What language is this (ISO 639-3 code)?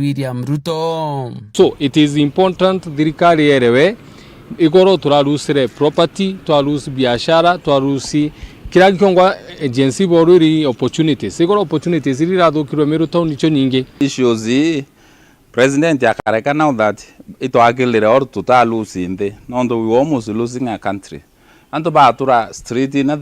mer